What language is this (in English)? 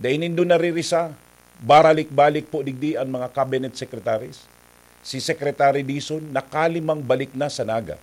Bikol